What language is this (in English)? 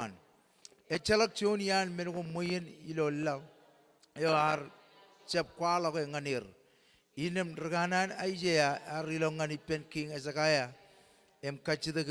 Marshallese